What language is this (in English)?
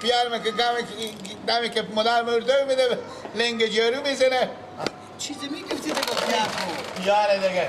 Persian